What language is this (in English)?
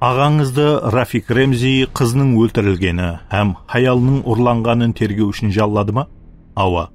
Kara-Kalpak